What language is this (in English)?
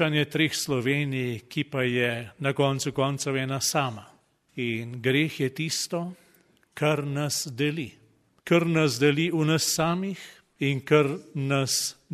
Slovenian